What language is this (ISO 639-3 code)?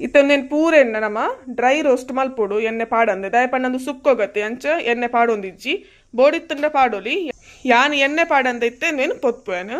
tcy